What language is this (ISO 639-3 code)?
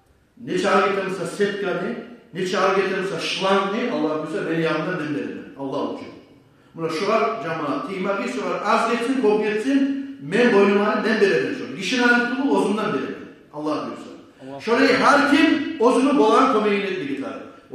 kum